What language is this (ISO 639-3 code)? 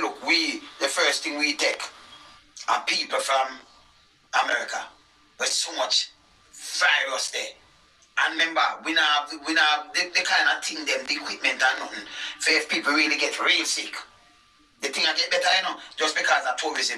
jam